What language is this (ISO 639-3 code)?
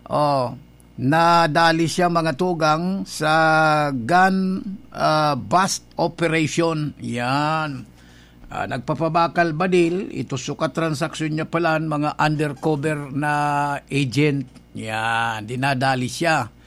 bik